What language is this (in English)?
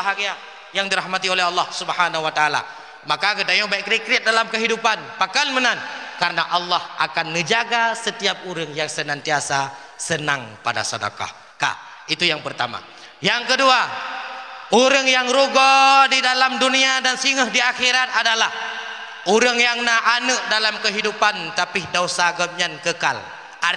Achinese